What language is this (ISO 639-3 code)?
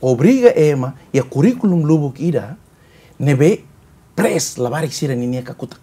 tet